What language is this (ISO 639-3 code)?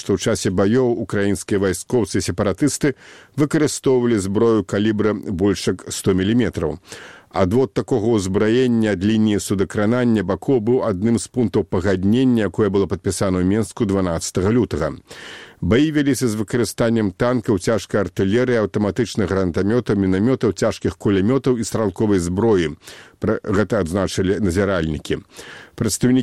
bel